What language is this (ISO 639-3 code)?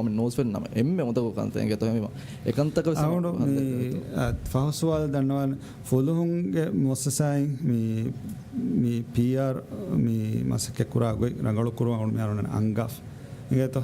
div